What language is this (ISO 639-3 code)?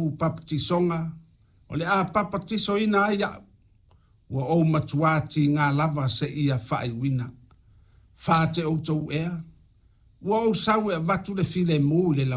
smo